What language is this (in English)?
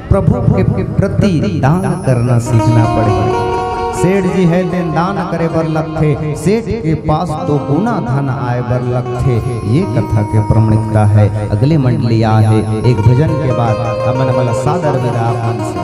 Chhattisgarhi